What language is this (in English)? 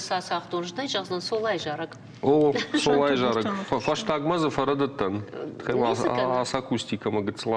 Ossetic